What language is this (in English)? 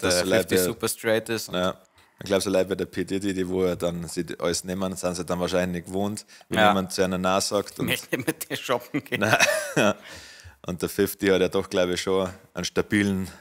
Bavarian